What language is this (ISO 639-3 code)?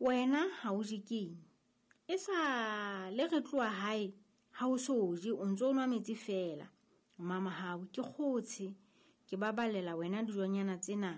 sot